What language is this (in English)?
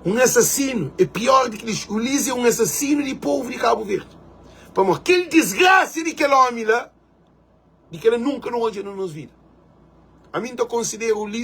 Kabuverdianu